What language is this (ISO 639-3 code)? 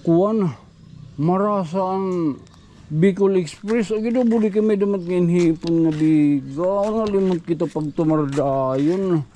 war